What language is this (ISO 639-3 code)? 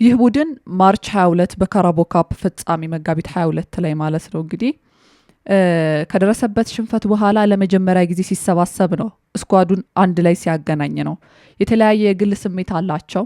amh